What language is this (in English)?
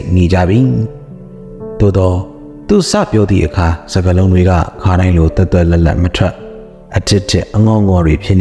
Burmese